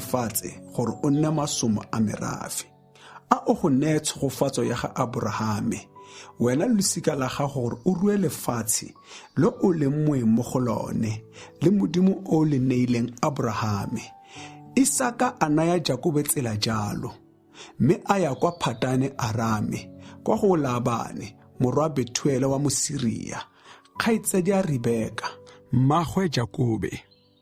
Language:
Tswana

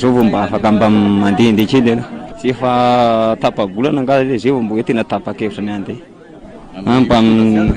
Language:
Malagasy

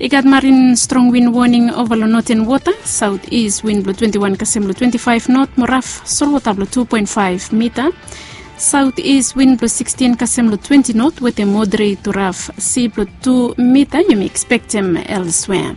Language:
Bislama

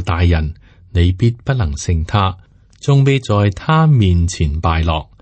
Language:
Cantonese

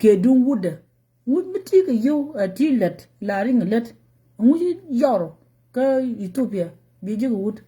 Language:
Nuer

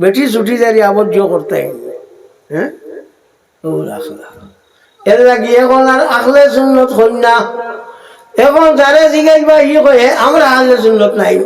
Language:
Sylheti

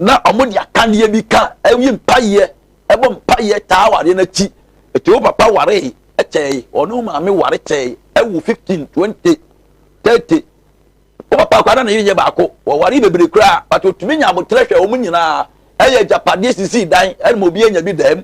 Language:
Akan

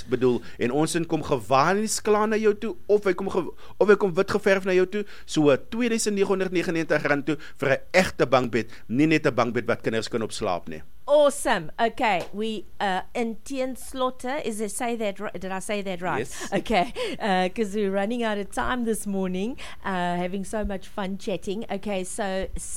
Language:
Afrikaans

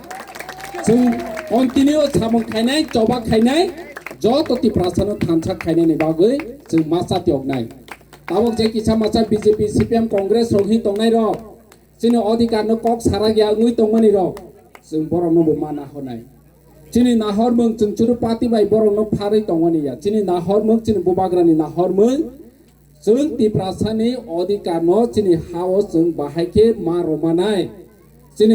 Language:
Kok Borok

